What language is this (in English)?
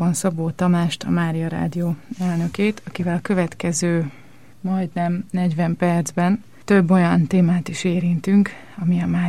Hungarian